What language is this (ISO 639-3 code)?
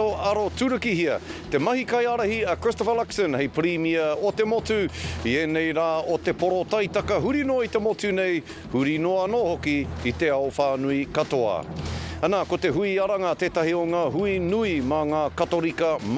mri